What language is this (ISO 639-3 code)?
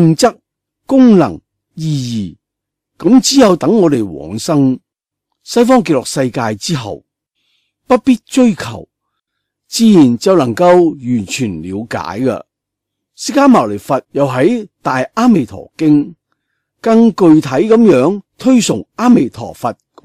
yue